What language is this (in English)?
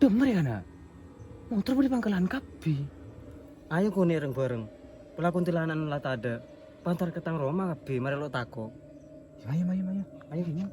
Madurese